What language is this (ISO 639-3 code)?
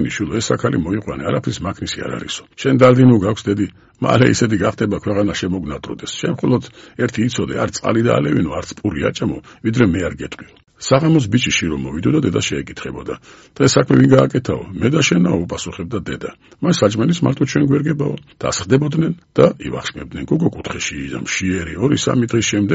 kat